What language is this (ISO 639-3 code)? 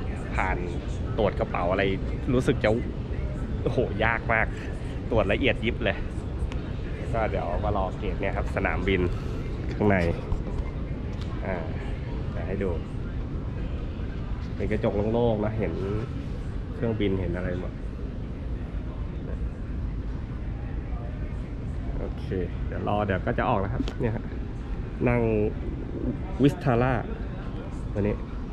tha